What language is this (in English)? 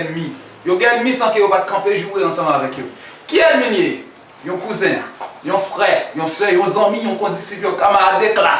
Haitian Creole